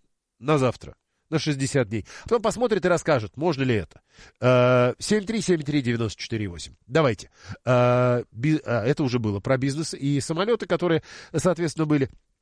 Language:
Russian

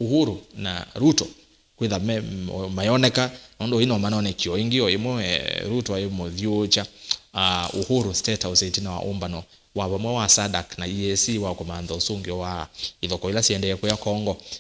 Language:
Kamba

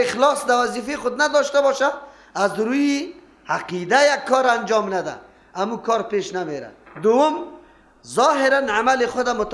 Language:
Persian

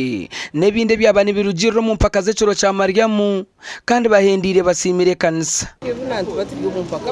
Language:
Nyankole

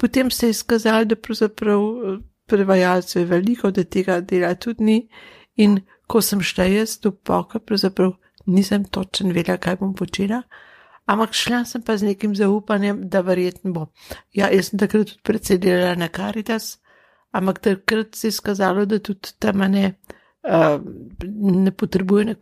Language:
Slovenian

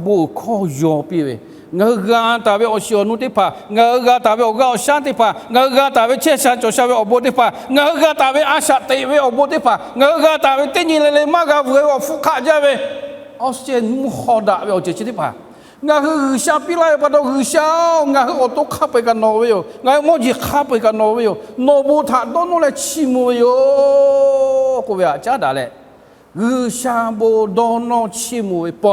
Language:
Lahu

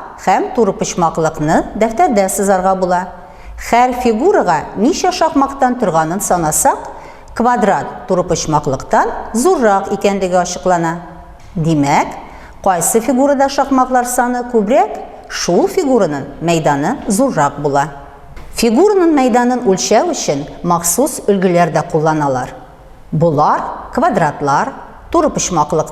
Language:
Tatar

